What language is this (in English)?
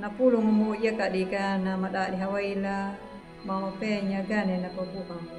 Anakalangu